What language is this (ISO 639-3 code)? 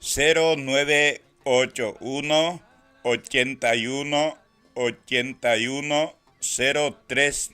grn